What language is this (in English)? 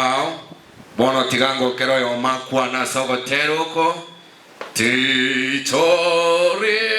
Gusii